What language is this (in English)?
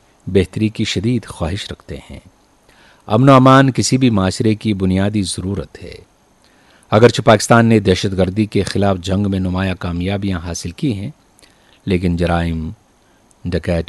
Urdu